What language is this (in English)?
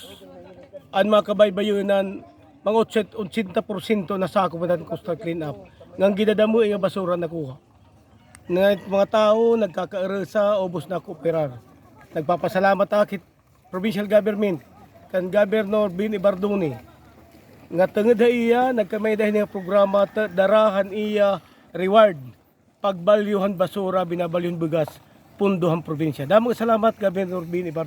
Waray